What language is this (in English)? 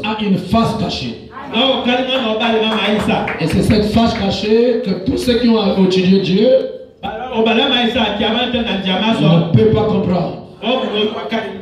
French